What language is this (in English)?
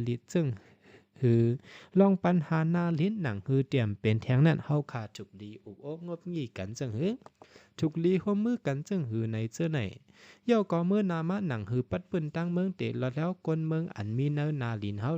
Shan